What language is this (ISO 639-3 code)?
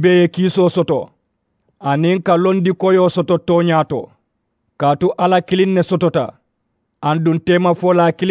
man